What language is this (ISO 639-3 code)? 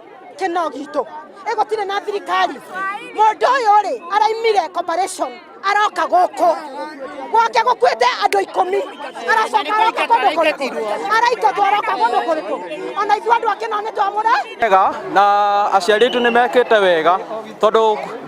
kik